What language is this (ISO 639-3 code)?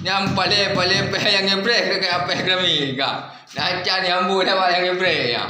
ace